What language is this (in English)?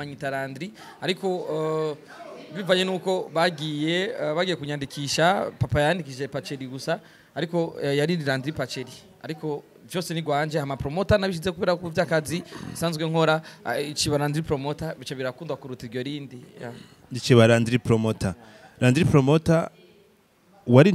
Rundi